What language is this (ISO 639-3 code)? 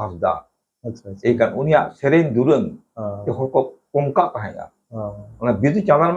sat